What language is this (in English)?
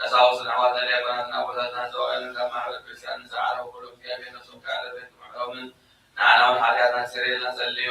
Tigrinya